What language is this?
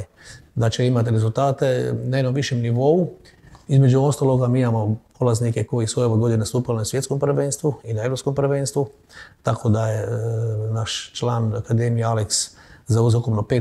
Croatian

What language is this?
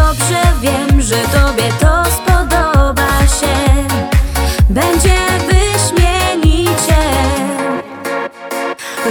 Polish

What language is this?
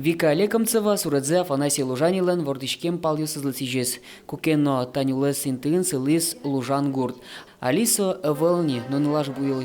Udmurt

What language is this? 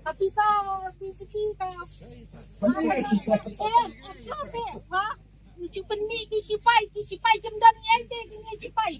Khasi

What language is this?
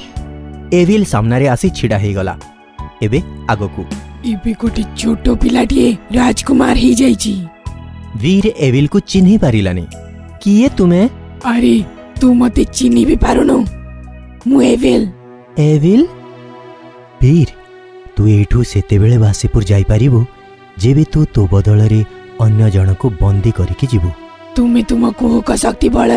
Odia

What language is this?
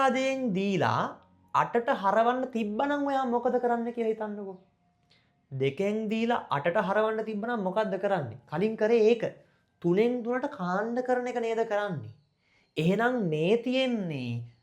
Sinhala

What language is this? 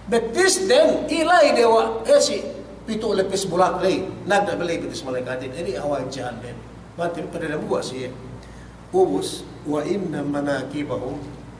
Yakan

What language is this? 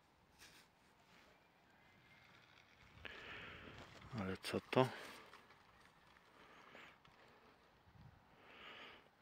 Polish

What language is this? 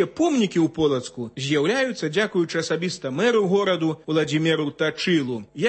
Belarusian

